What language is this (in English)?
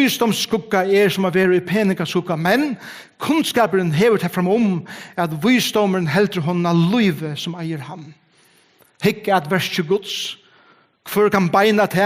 Faroese